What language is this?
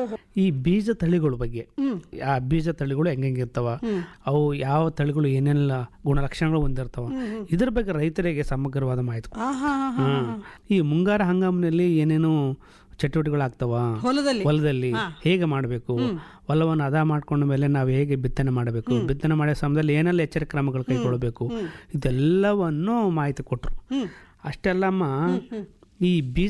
Kannada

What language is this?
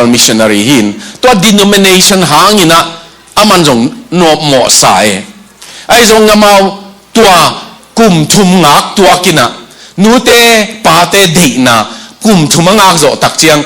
Tedim Chin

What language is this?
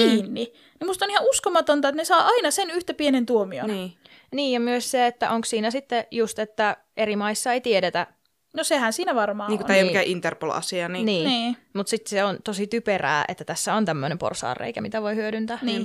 Finnish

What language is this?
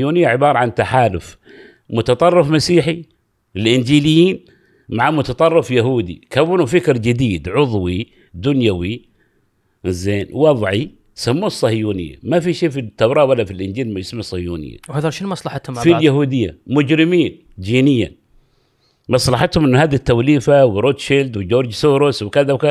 Gulf Arabic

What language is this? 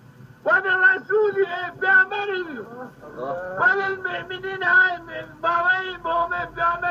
Zaza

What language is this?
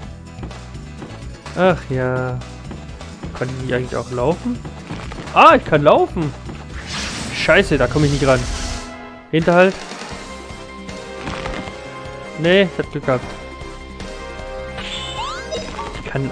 German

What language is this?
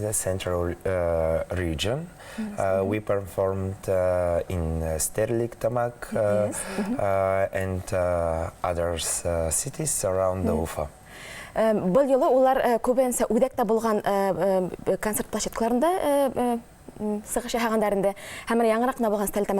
Bashkir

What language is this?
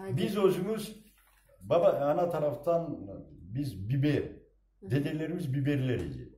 Crimean Tatar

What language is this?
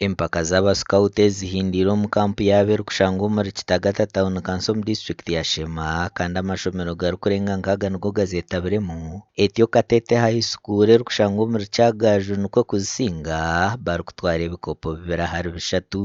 Nyankole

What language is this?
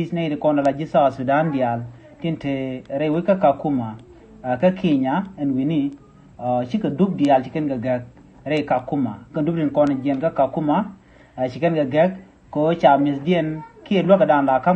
Nuer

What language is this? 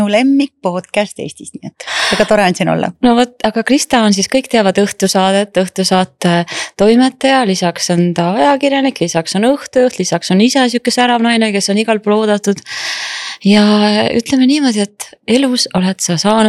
Estonian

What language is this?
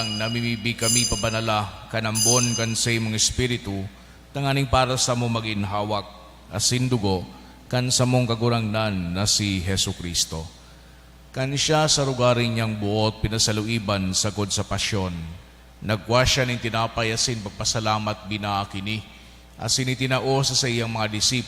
Bikol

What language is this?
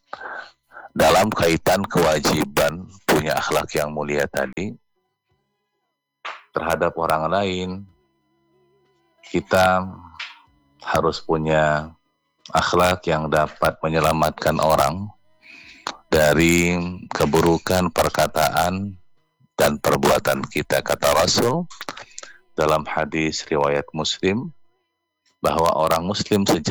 Indonesian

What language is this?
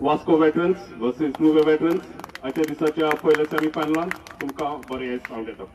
Konkani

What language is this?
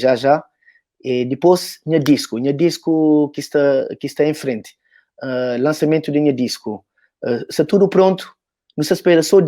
Kabuverdianu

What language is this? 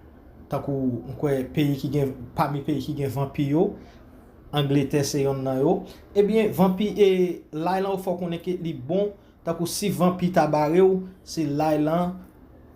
Haitian Creole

